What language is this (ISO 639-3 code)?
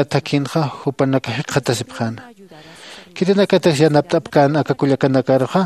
aym